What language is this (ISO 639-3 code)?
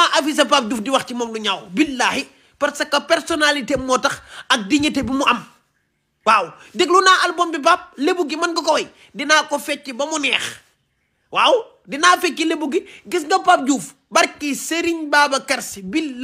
wol